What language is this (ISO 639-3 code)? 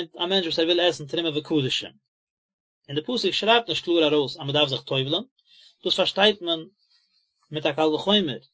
yid